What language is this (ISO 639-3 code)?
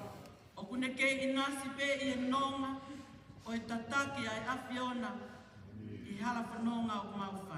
ton